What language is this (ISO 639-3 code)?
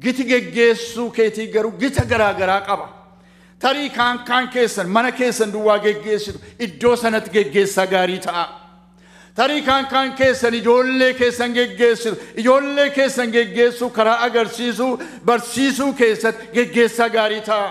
orm